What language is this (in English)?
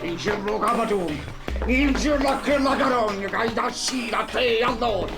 Neapolitan